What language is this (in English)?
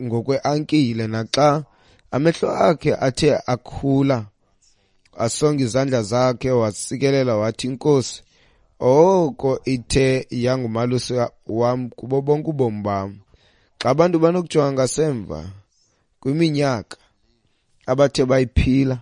Xhosa